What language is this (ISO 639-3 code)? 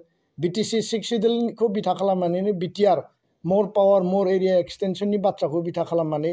brx